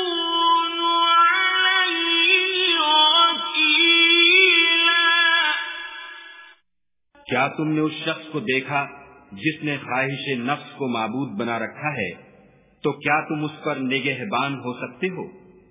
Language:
Urdu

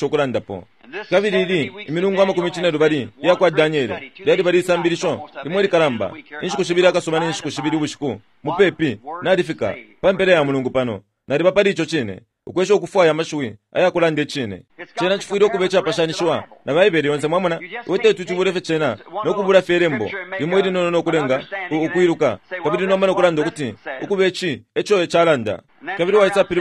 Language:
Bemba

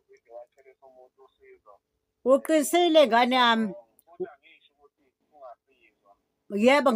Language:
Zulu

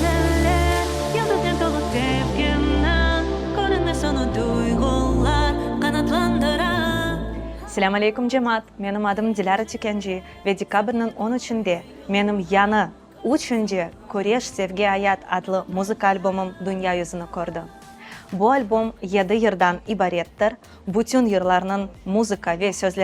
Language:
Crimean Tatar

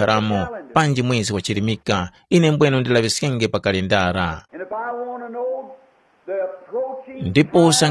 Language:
Tumbuka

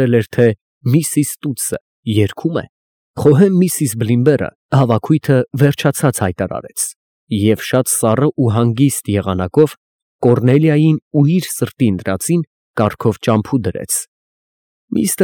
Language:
Armenian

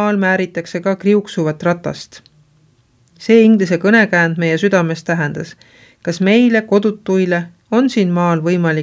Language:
Estonian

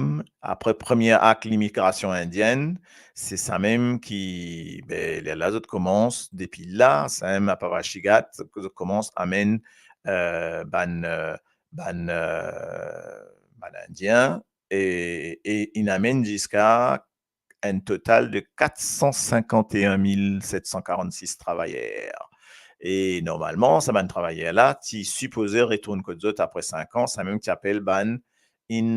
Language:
Morisyen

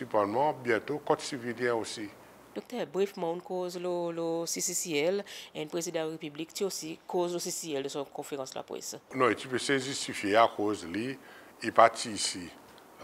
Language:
Seselwa Creole French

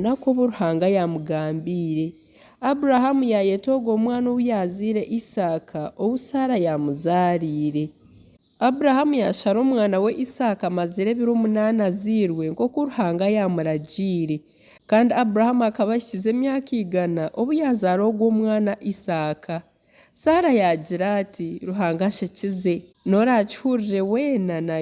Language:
Nyankole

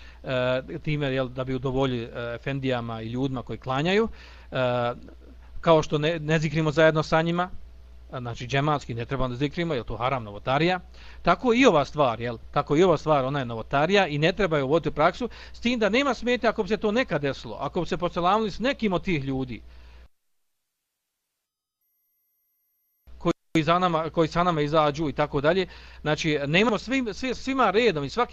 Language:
Bosnian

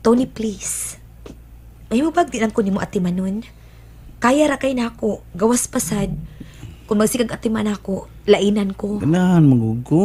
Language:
Cebuano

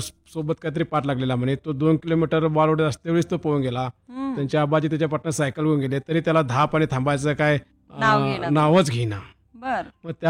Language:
Marathi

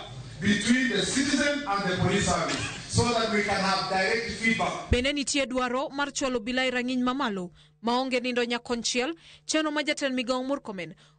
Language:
Luo (Kenya and Tanzania)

